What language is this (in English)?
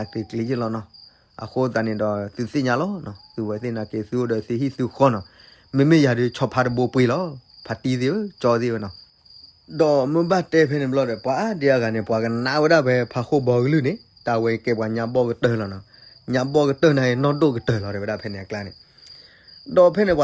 S'gaw Karen